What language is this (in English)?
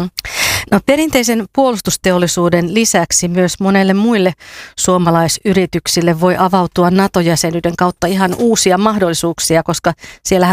Finnish